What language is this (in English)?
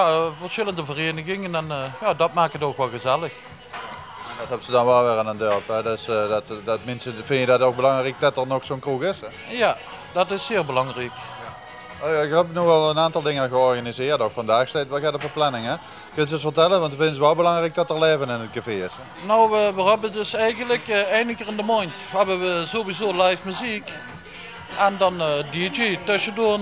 Limburgish